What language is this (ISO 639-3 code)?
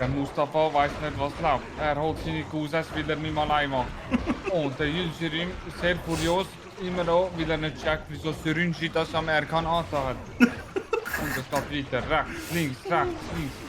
gsw